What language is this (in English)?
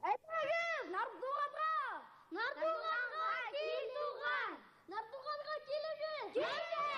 Bashkir